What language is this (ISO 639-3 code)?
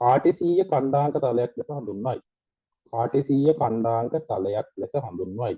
sin